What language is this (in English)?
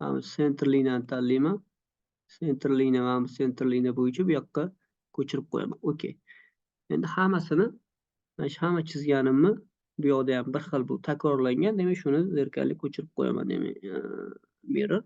Uzbek